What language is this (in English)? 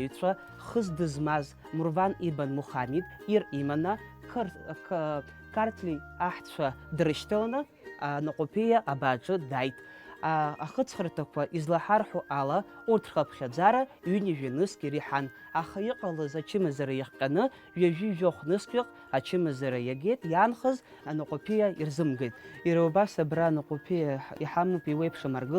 Abkhazian